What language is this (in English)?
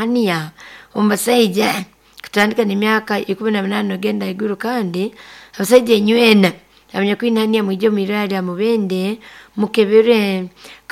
Nyoro